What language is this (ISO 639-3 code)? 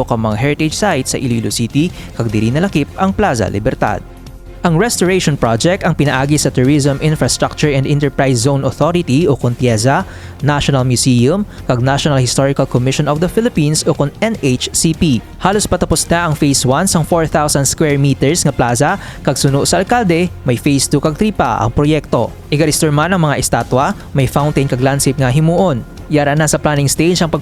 hil